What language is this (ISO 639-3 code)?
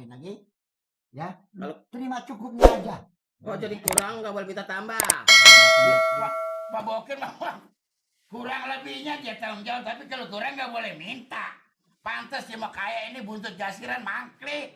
bew